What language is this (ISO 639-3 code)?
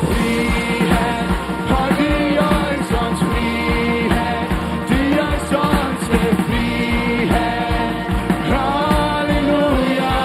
pdt